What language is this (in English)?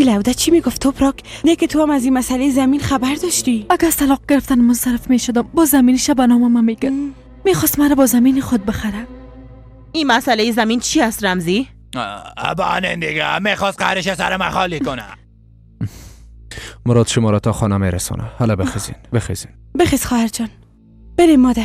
Persian